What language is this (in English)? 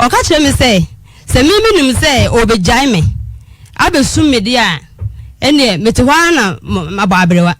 Akan